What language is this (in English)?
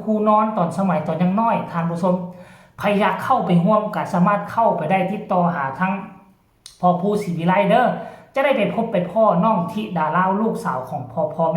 Northeastern Thai